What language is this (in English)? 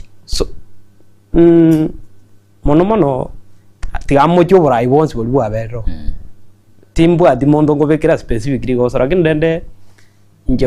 Gusii